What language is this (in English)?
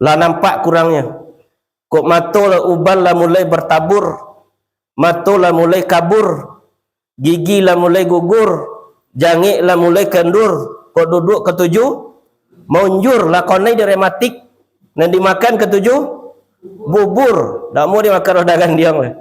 Minangkabau